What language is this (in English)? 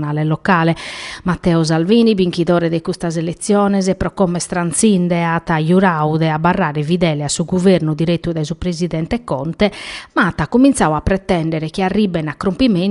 Sardinian